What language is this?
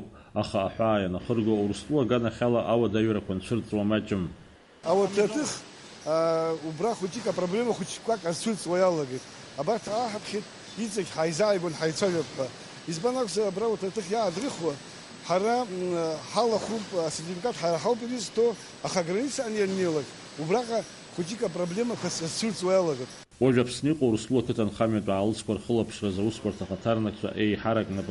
Abkhazian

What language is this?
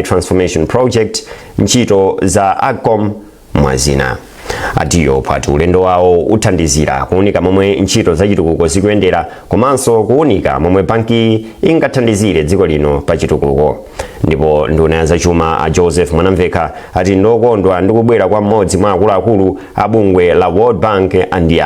Nyanja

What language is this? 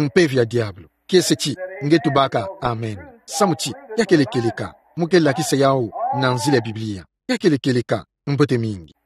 Kituba (Democratic Republic of Congo)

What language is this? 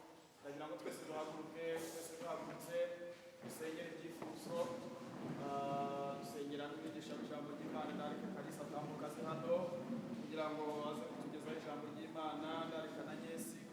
Kinyarwanda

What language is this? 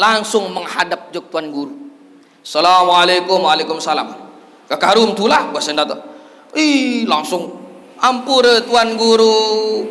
Sasak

